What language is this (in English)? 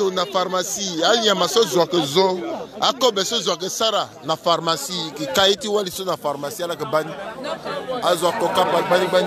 Sango